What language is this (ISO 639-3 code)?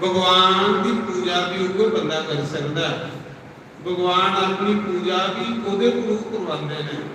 doi